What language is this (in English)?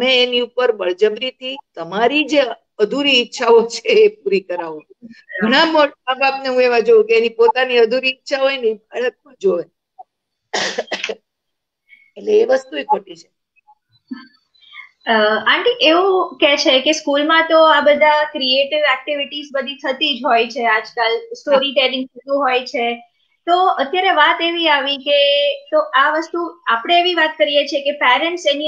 Gujarati